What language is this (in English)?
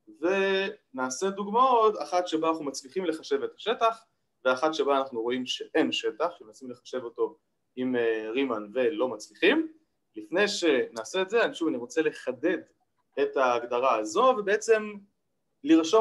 Hebrew